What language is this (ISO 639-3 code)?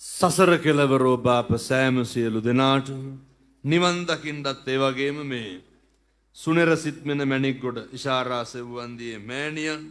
sin